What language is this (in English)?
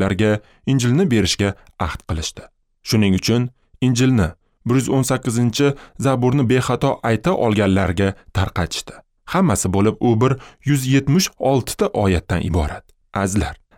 Uzbek